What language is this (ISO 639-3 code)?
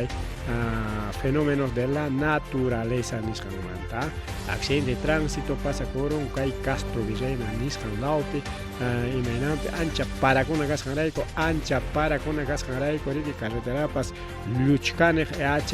quy